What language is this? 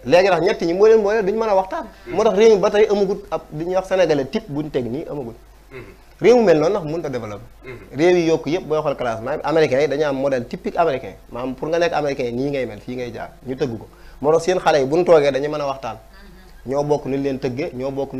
Wolof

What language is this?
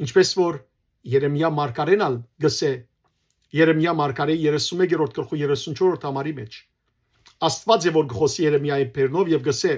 Western Armenian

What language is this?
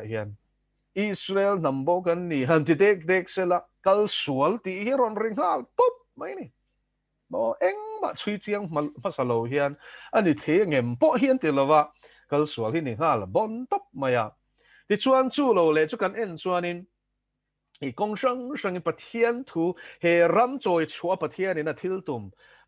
Mizo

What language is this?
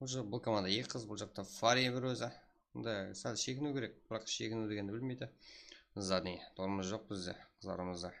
Kara-Kalpak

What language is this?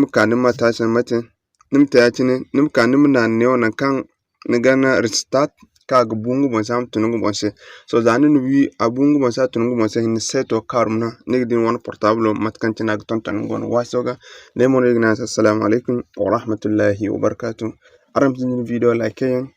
Zarma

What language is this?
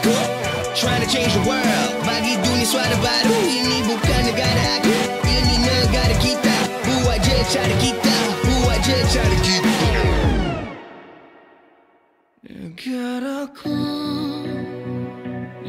Malay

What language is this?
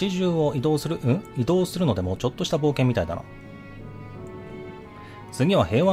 Japanese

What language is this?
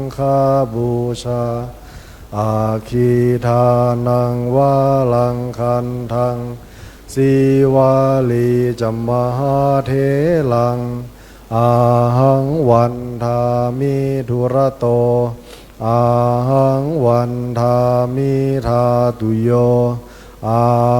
Pali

